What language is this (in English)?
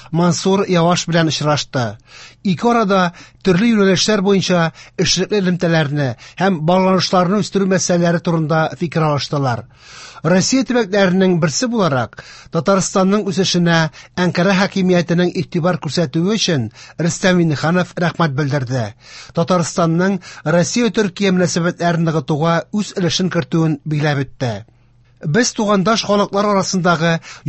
Tatar